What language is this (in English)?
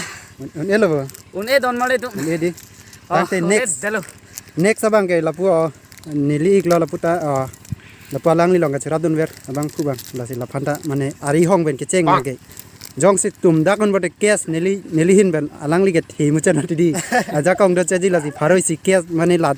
Karbi